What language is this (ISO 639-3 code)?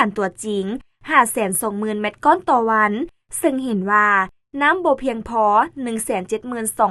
lao